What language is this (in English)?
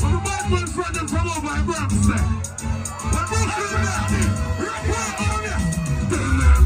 Jamaican Creole English